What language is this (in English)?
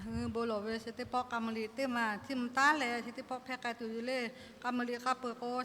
Lahu